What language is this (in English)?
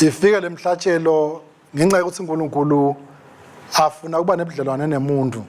Swati